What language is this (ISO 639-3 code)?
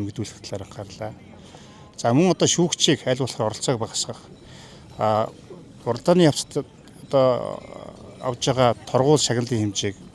mon